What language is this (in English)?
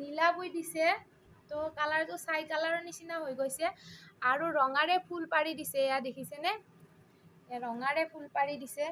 Assamese